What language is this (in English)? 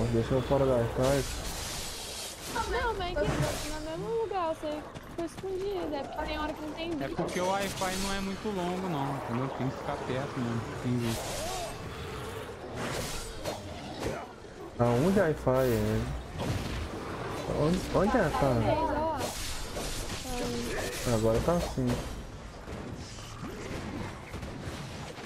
Portuguese